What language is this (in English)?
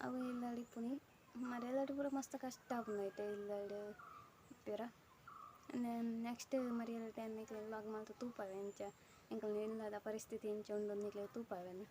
Tulu